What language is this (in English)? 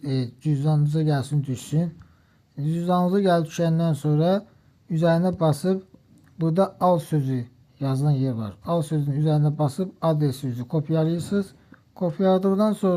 Azerbaijani